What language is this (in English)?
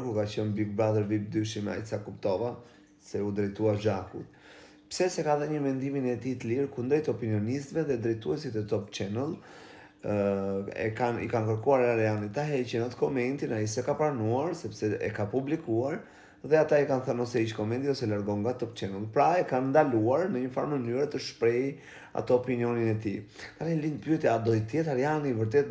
Albanian